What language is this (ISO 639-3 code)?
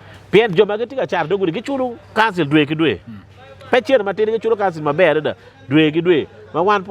ach